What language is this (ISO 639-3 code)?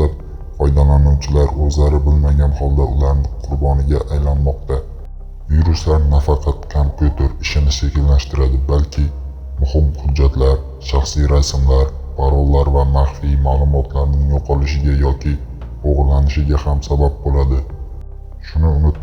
uzb